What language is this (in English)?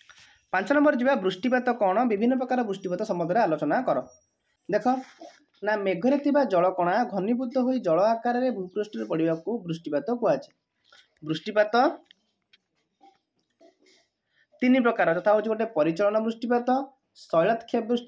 Odia